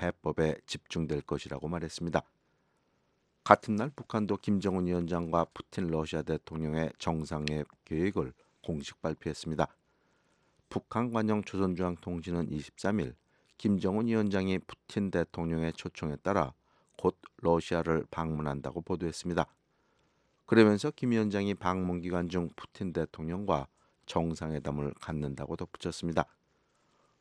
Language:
Korean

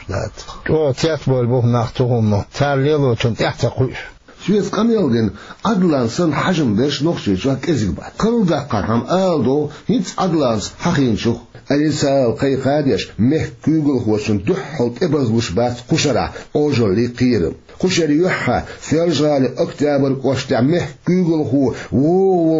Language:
Chechen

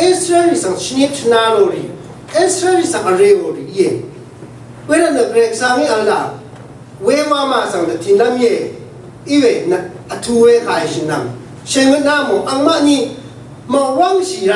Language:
Rawang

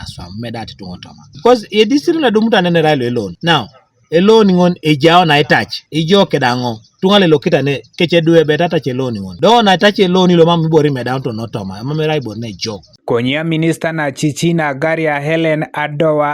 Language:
Teso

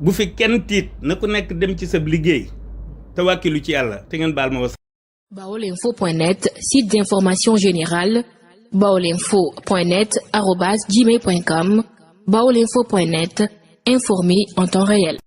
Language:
Wolof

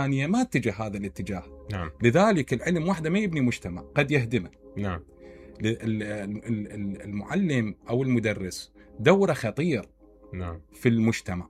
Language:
Mesopotamian Arabic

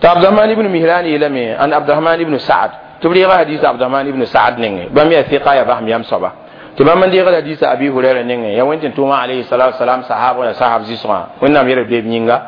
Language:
Mossi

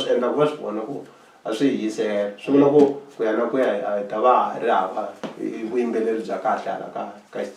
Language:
Tsonga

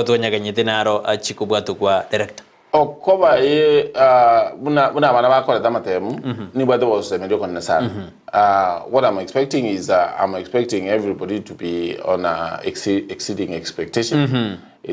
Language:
Gusii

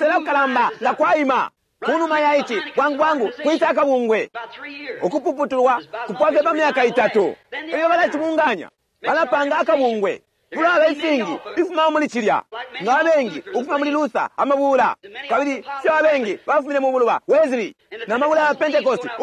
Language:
Bemba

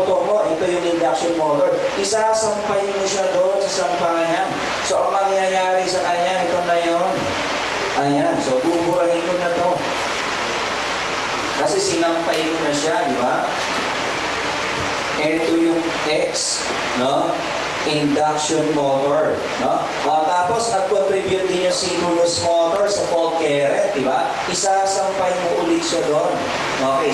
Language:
Filipino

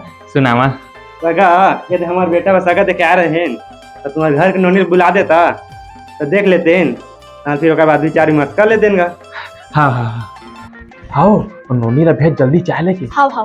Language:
Chhattisgarhi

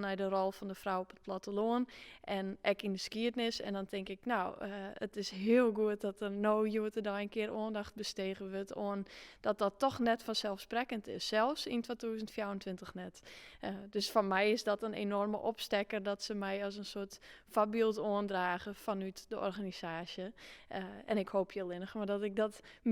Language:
Western Frisian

